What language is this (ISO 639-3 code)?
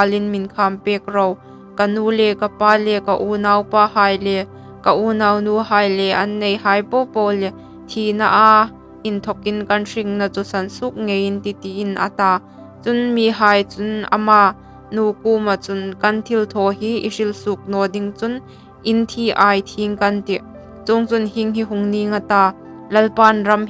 hmr